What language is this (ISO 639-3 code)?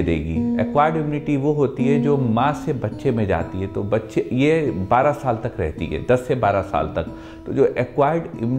hin